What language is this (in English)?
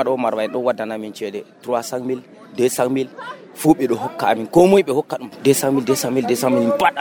Nigerian Fulfulde